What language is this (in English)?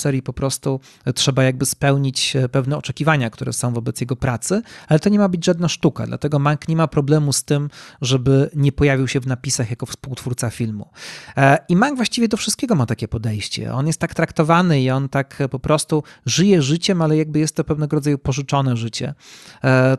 Polish